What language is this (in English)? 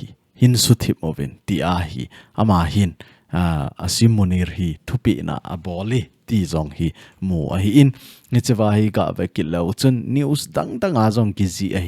Thado Chin